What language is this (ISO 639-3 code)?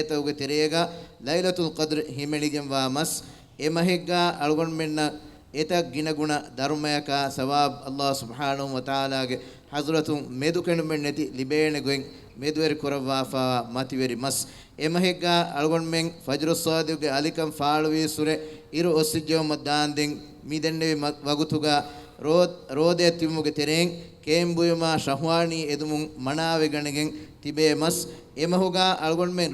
div